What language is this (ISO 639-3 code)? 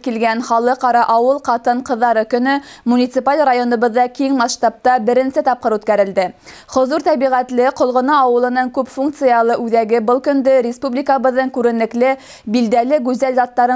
bak